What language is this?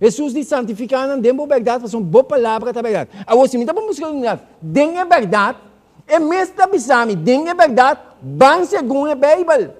Papiamento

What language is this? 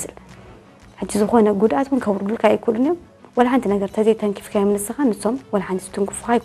Tigrinya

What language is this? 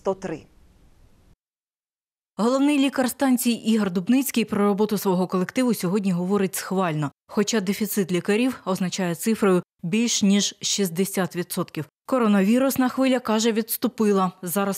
Ukrainian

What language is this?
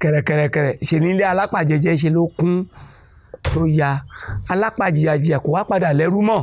Yoruba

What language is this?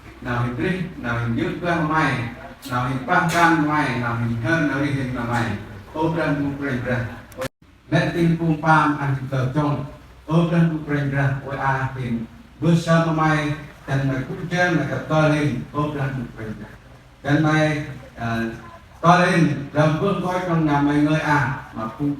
Central Mnong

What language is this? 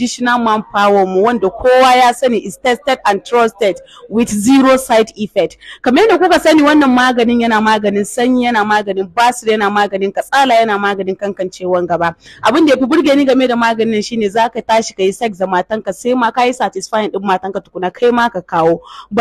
Hausa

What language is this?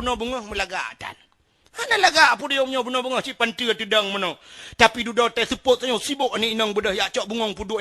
Achinese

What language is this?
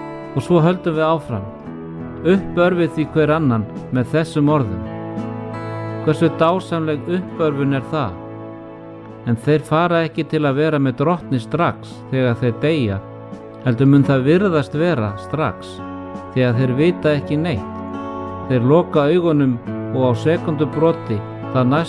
Icelandic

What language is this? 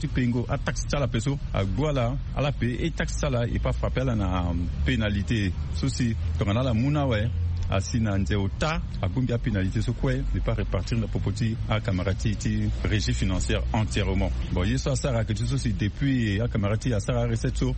Sango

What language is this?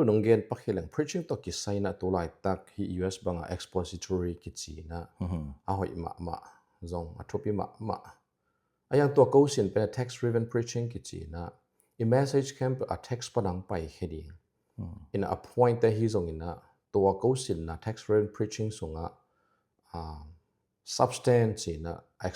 Tedim Chin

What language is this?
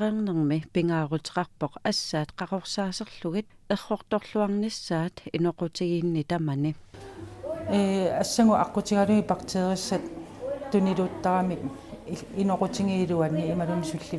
Kalaallisut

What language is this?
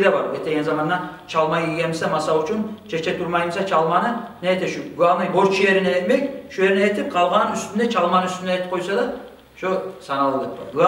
Kumyk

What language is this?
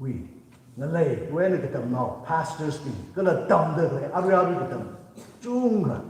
Tangkhul Naga (India)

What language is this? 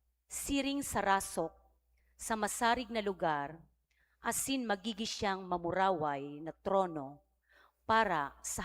Bikol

